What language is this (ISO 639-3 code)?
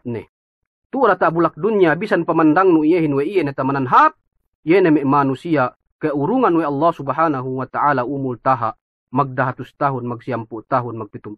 yka